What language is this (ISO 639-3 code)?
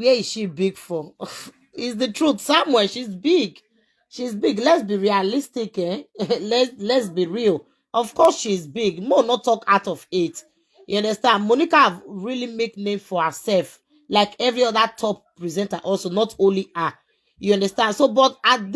pcm